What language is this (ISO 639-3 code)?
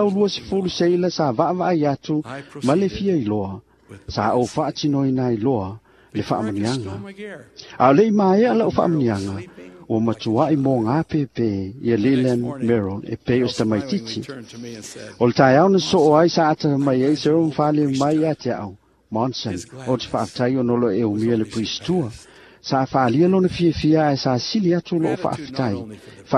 smo